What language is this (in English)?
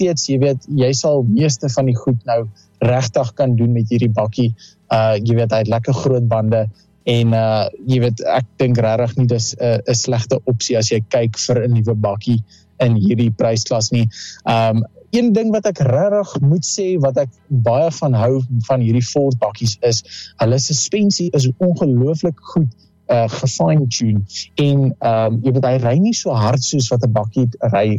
Afrikaans